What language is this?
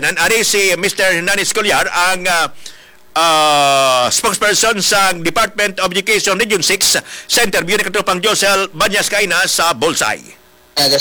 Hiligaynon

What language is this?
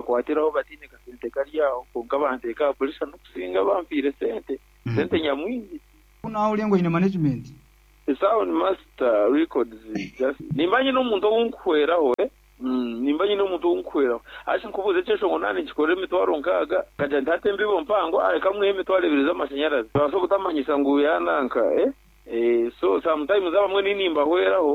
Nyankole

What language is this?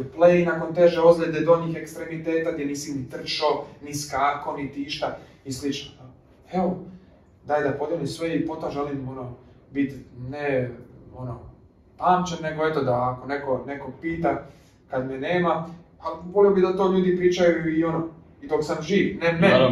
Croatian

